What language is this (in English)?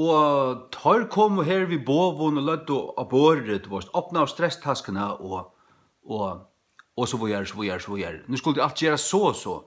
Faroese